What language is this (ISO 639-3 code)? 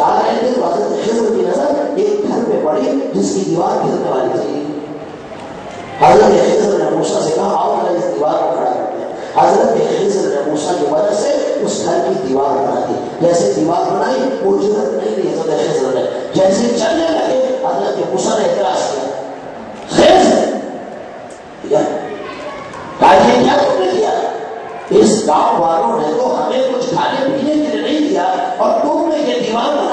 urd